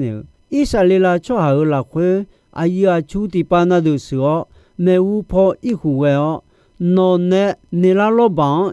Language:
Akha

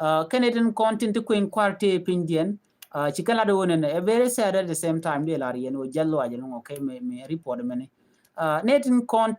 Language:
Nuer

